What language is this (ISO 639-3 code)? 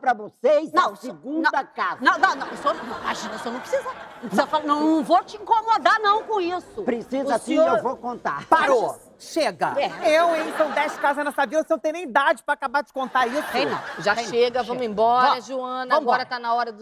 por